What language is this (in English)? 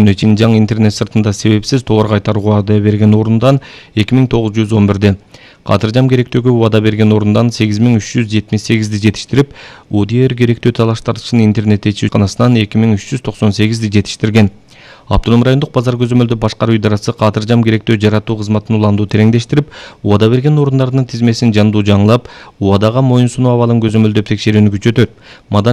Kyrgyz